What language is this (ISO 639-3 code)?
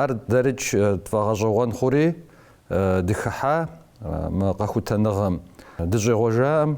kbd